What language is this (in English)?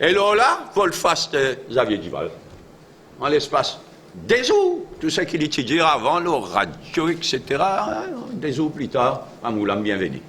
Morisyen